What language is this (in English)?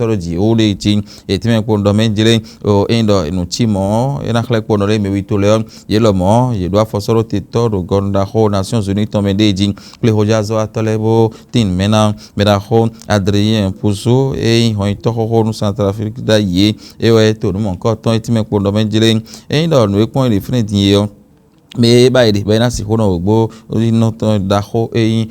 Fon